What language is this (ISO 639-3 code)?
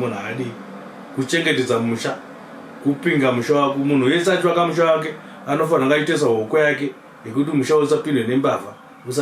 sna